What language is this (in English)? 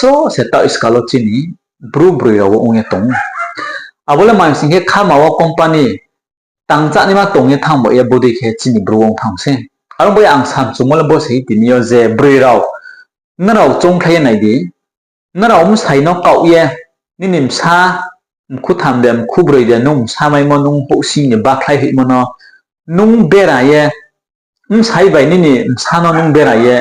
Riang (India)